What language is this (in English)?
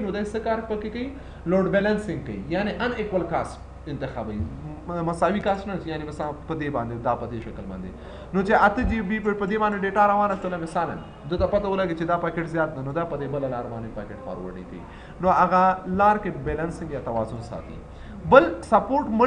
Pashto